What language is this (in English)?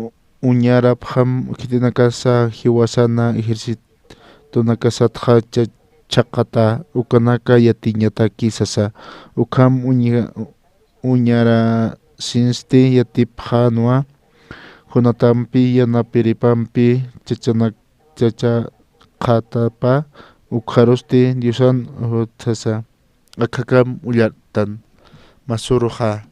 Aymara